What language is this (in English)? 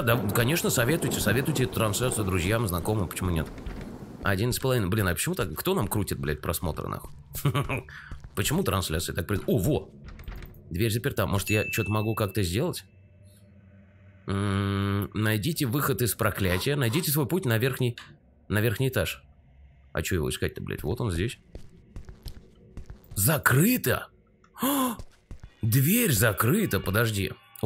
Russian